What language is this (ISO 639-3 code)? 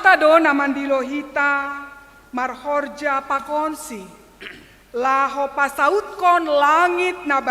bts